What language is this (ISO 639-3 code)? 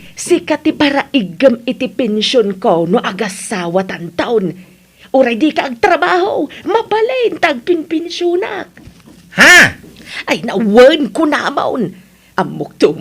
ilo